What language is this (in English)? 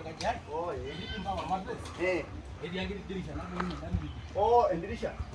Masai